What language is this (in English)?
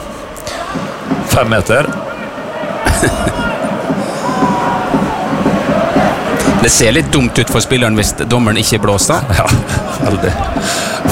Norwegian